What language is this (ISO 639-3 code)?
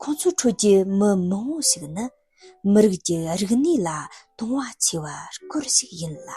bod